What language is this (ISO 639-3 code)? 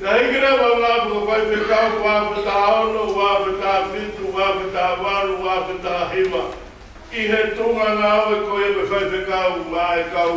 ton